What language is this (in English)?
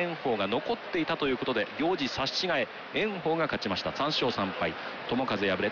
Japanese